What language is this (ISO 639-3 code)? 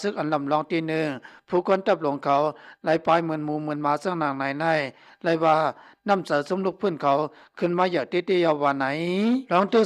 lao